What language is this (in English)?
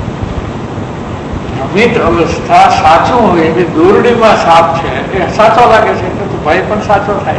Gujarati